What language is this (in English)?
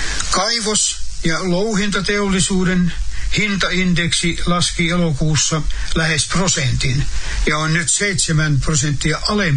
Finnish